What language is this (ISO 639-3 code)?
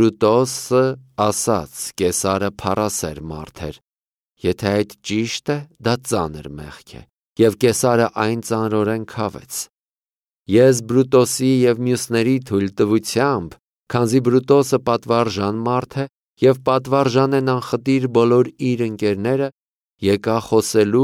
hye